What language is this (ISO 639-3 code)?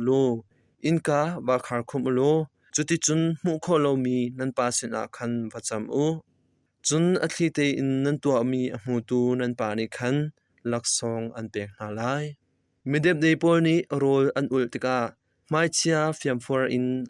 cnh